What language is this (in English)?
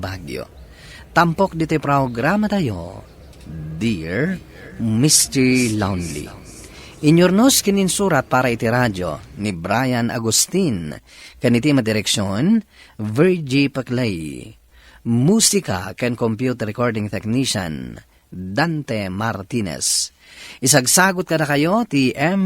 Iloko